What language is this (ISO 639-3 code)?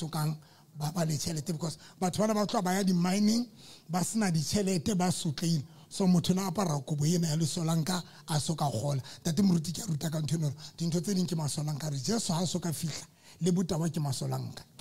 sot